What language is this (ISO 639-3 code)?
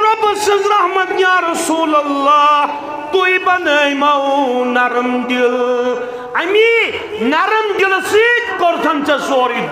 kas